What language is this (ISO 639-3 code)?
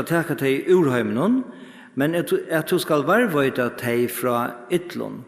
fao